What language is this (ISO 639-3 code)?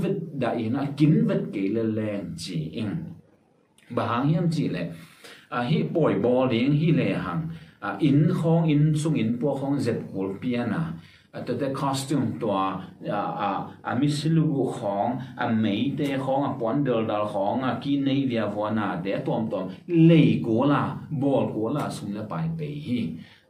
ctd